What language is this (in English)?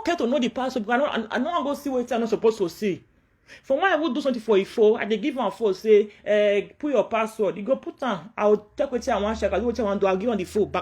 Nigerian Pidgin